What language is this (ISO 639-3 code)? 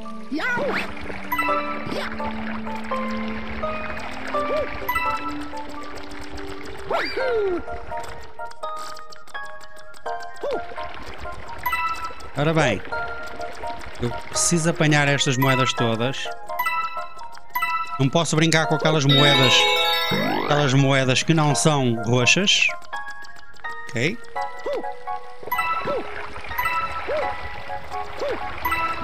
por